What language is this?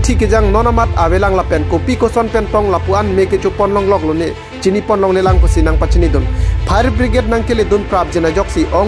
Karbi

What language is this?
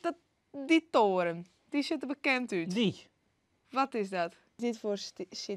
Western Frisian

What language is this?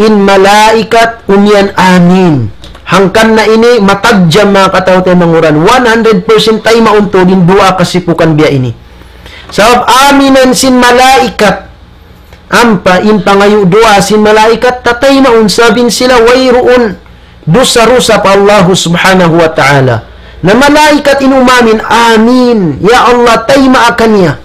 Tausug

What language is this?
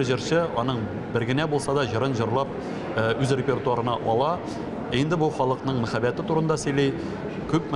Tatar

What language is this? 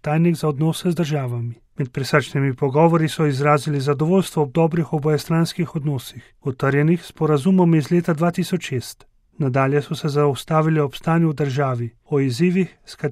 Slovenian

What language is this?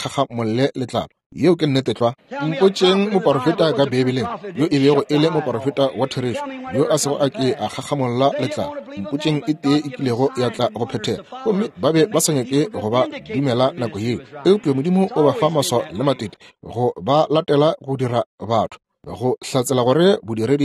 Northern Sotho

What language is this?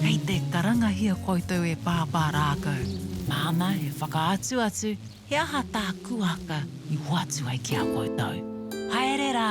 Māori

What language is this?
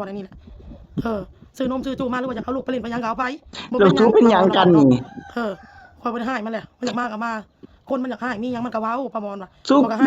Northeastern Thai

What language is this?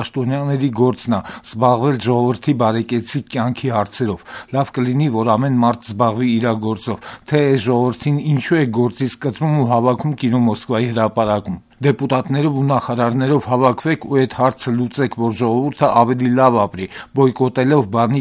Armenian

